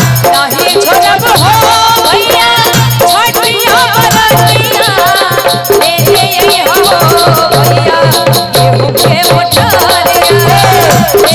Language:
Bhojpuri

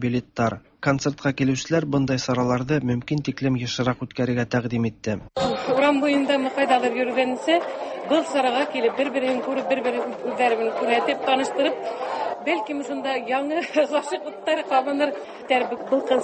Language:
Tatar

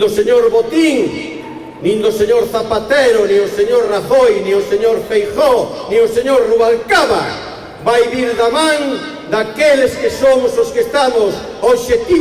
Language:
Galician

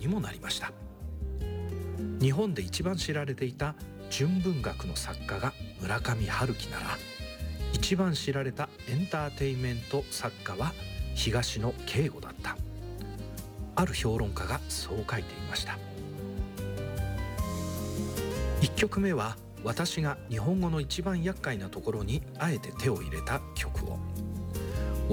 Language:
Japanese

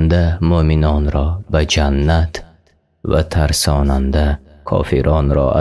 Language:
Tajik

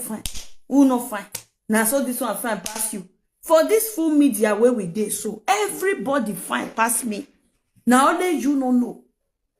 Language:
Nigerian Pidgin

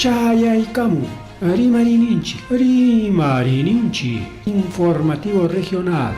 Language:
Ayacucho Quechua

